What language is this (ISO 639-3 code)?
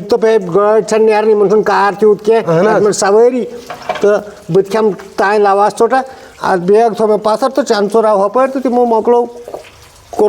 kas